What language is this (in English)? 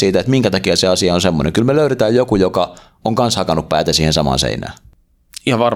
Finnish